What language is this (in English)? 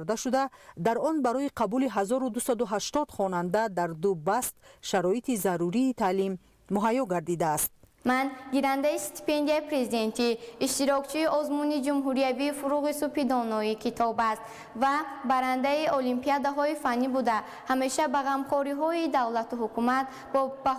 Tajik